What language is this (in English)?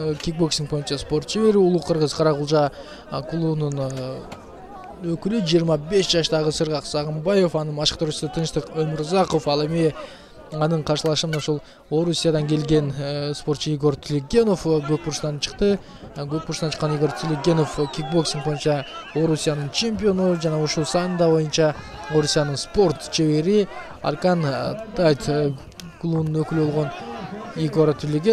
Kyrgyz